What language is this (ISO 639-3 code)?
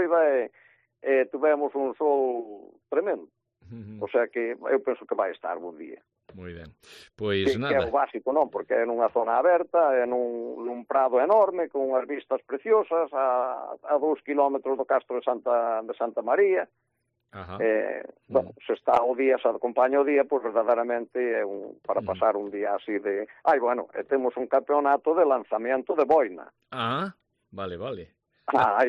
glg